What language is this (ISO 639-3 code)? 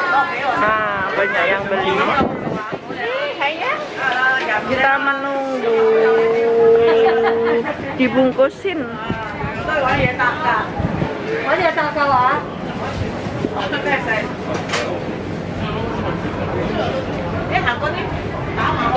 ind